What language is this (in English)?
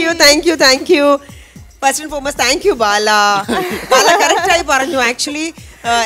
Malayalam